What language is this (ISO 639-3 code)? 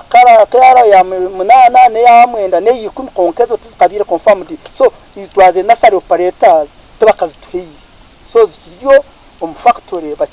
nyn